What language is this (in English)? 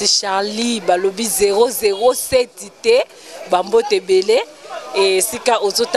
Lingala